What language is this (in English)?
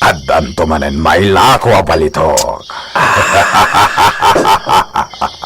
Iloko